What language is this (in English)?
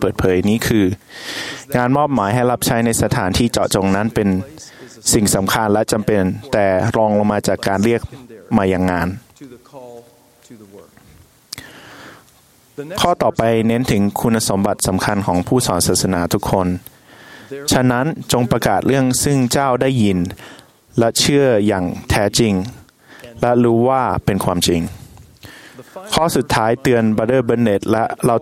Thai